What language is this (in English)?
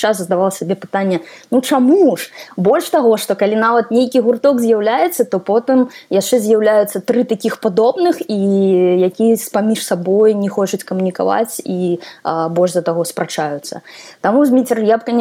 Belarusian